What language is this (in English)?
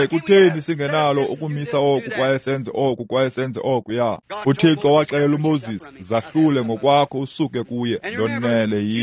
Xhosa